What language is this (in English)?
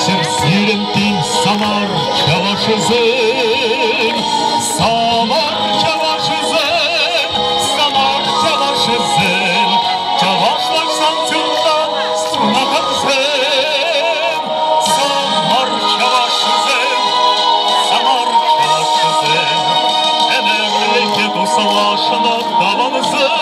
Chuvash